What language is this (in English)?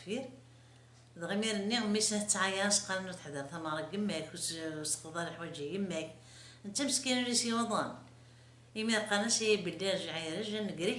Kabyle